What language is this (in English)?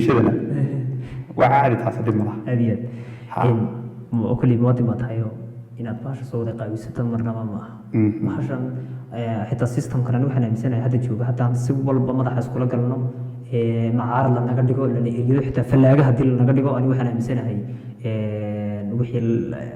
Somali